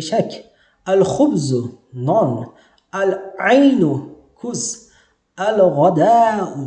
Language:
Uzbek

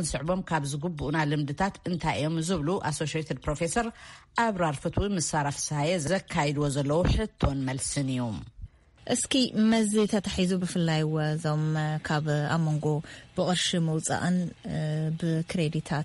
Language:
Tigrinya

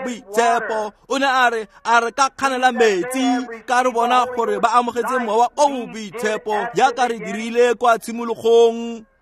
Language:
Tswana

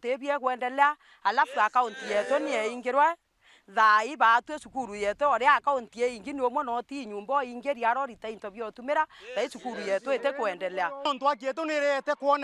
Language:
Meru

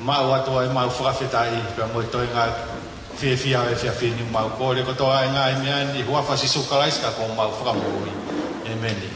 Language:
Tongan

